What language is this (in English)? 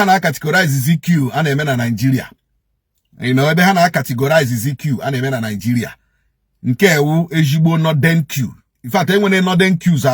Igbo